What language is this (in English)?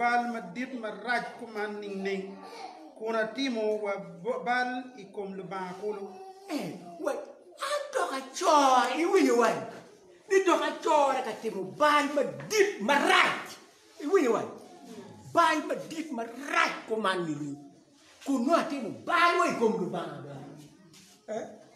Acoli